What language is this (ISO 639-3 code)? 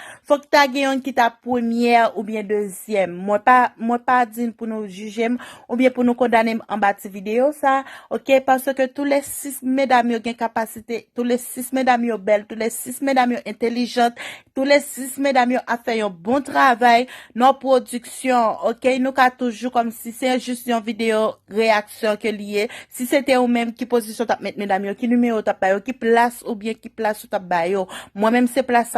hat